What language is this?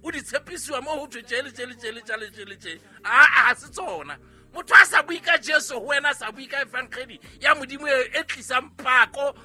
Southern Sotho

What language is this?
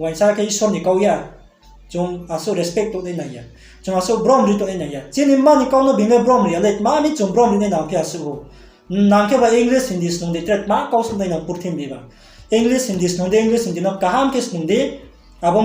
Riang (India)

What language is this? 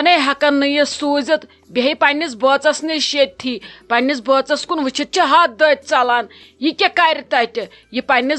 Kashmiri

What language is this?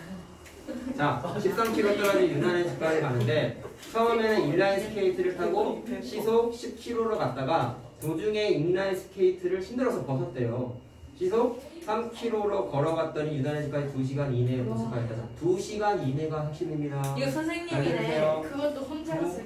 Korean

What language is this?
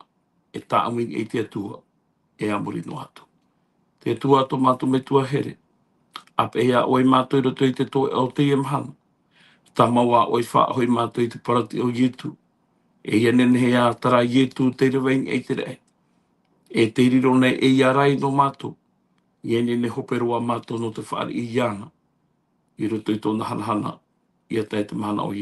Tahitian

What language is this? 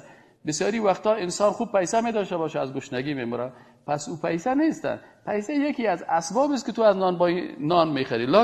Persian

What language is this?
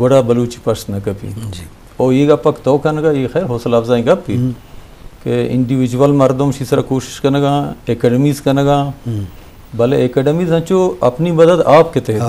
Eastern Balochi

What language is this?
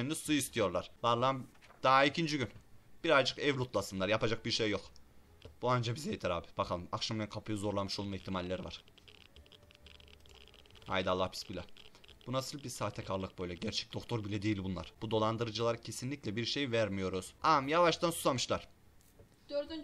Turkish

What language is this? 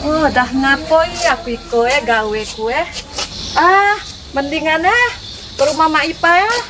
Musi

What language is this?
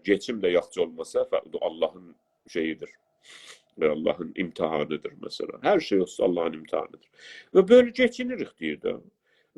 South Azerbaijani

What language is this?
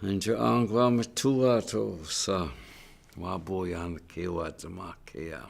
Chippewa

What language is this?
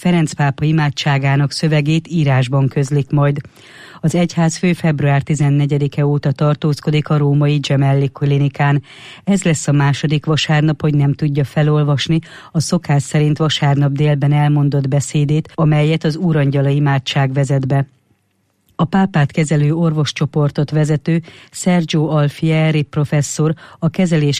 Hungarian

